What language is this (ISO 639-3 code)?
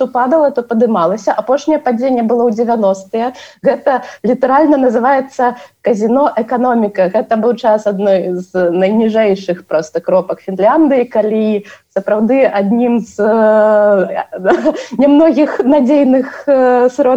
bel